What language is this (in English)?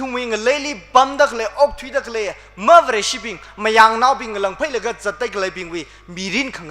Tangkhul Naga (India)